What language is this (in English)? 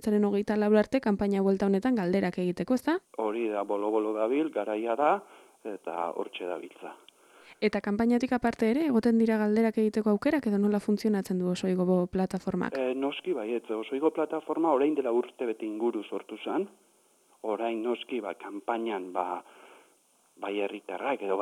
Basque